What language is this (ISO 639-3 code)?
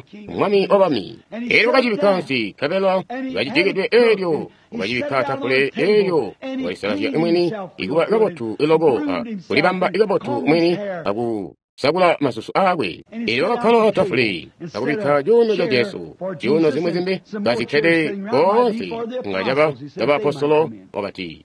toi